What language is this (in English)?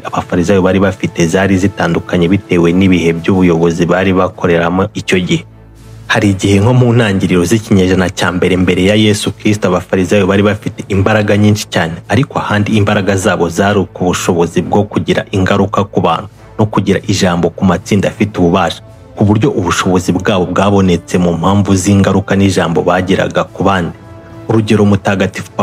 Kinyarwanda